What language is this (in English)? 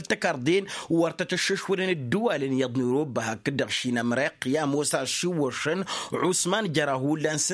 Tamasheq